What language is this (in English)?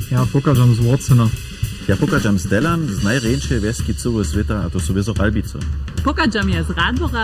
Upper Sorbian